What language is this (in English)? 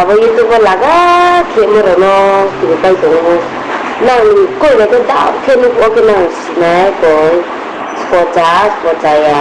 Riang (India)